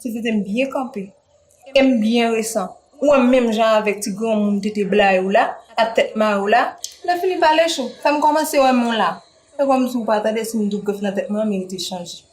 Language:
Haitian Creole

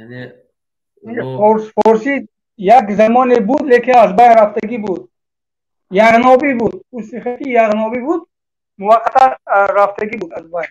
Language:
Tajik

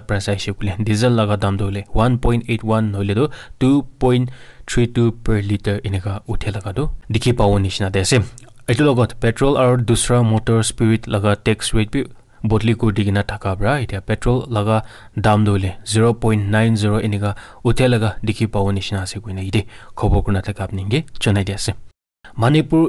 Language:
Naga Pidgin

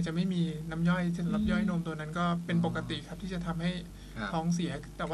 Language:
Thai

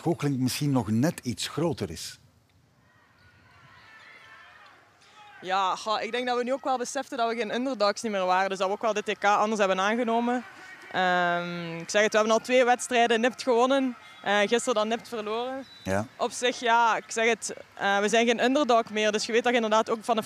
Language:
Dutch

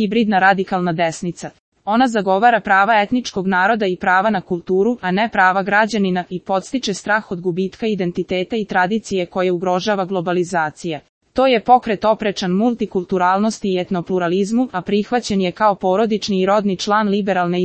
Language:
Serbian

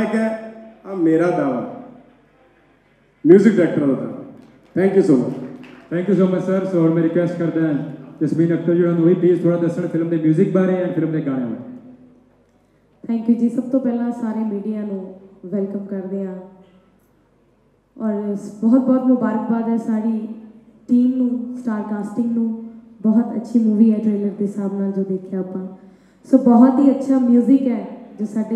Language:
Punjabi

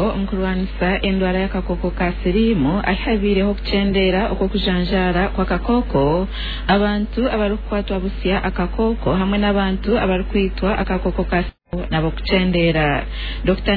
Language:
Nyankole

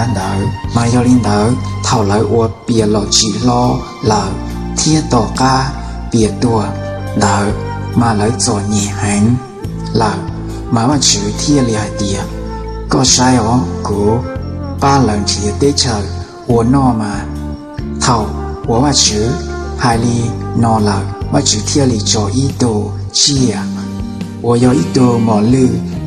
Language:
Hmong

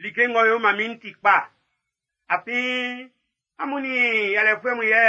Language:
Baoulé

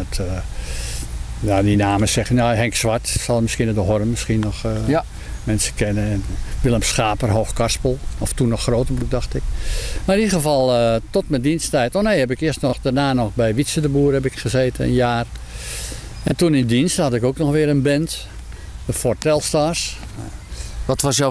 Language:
Dutch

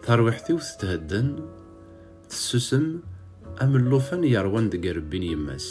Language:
Kabyle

